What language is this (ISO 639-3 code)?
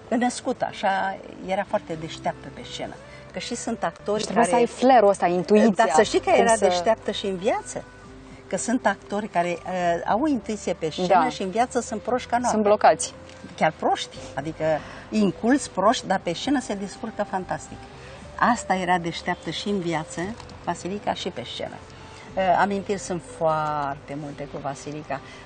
ron